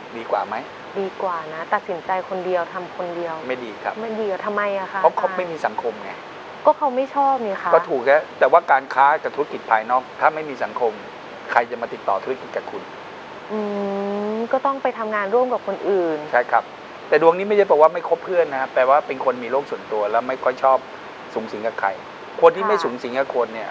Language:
Thai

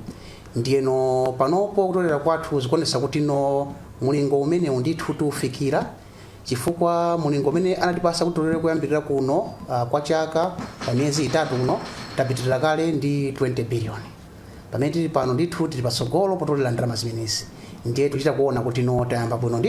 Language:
Nyanja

